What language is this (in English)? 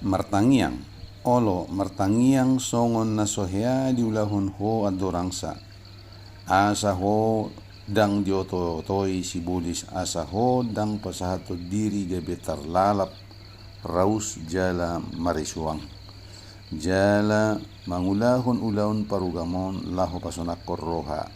Batak Toba